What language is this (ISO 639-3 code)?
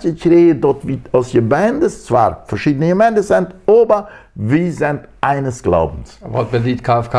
pdt